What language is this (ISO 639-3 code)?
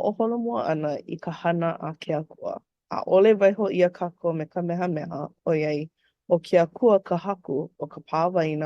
haw